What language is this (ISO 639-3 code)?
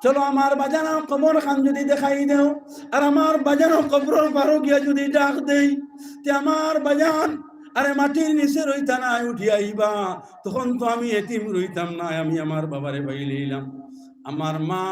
syl